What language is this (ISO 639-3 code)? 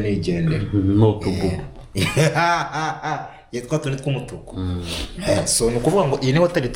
kin